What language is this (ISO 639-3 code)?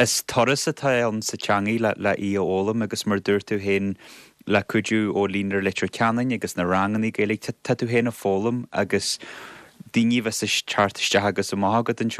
gle